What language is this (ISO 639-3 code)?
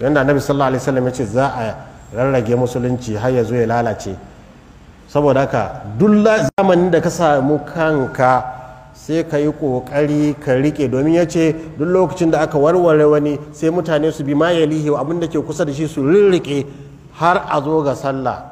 hau